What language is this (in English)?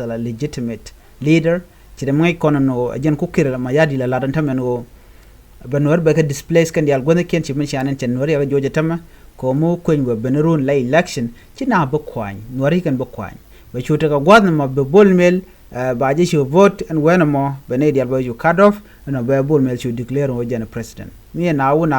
Nuer